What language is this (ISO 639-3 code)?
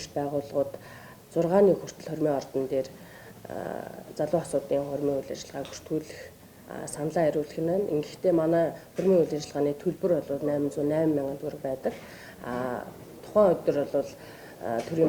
mon